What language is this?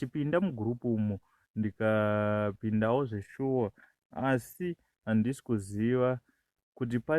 Shona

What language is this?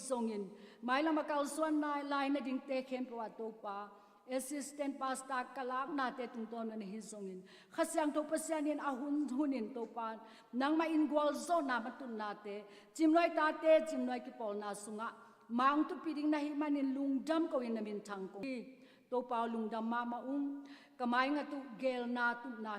Tedim Chin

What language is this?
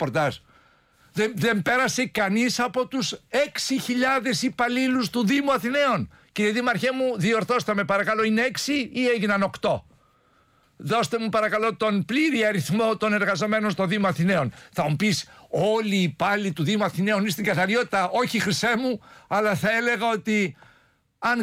Greek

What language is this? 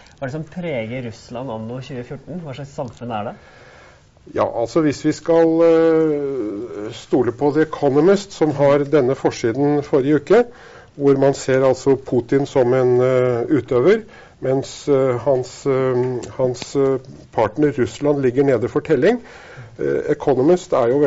Norwegian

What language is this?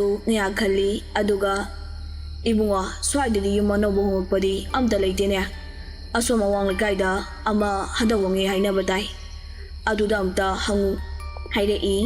Manipuri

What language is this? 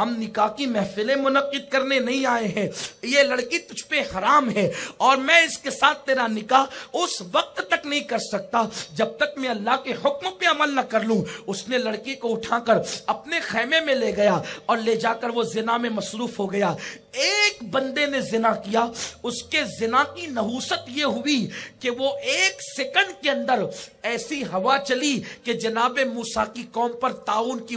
Urdu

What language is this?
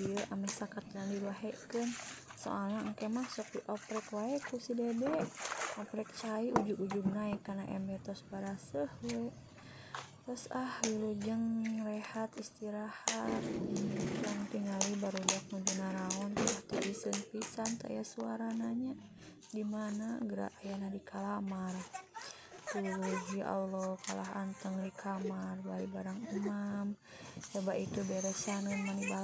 Sundanese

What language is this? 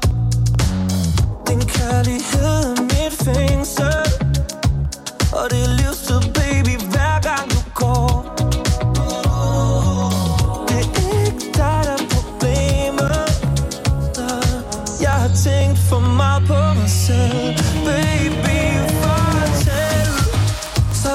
Danish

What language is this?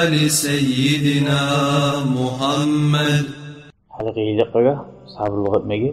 Kumyk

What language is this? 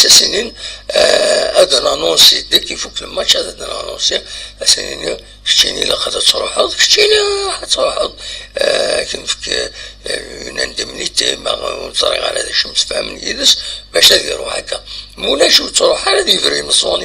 Kabyle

